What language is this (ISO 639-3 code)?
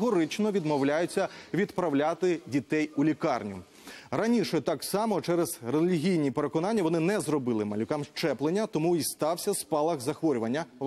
ukr